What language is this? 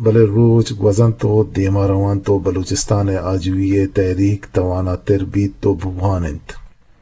Eastern Balochi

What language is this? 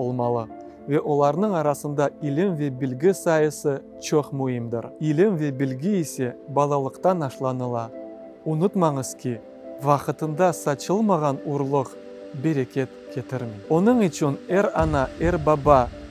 Crimean Tatar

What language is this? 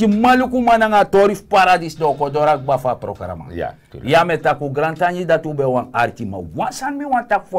Sranan Tongo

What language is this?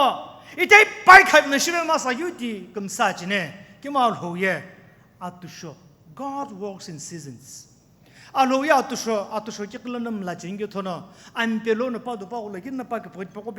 Sumi Naga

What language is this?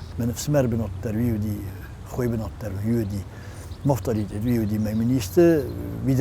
Ossetic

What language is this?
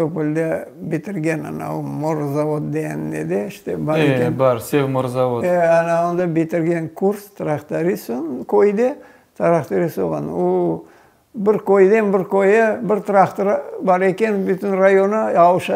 Crimean Tatar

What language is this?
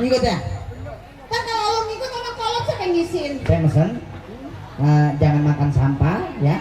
Betawi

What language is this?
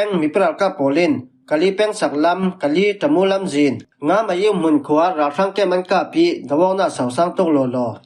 Falam Chin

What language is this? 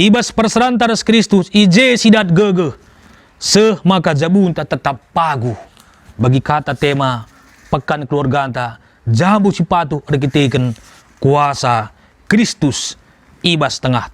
Batak Karo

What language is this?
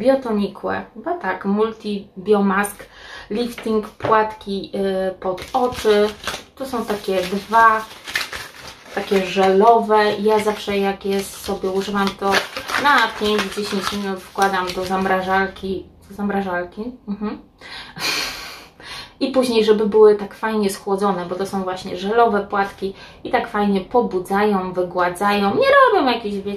Polish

